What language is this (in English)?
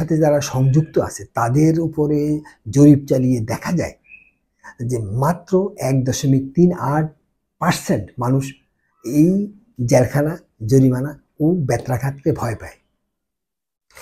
Bangla